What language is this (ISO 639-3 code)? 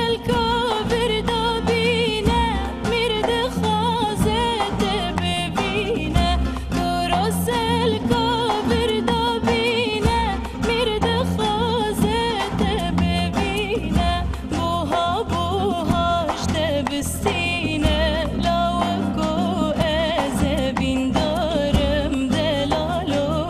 kur